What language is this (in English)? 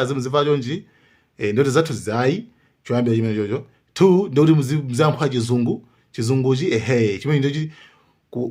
Nyanja